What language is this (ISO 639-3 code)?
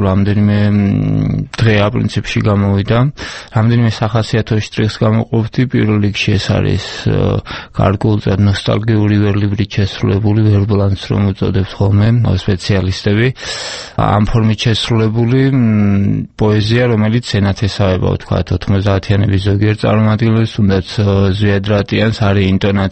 kat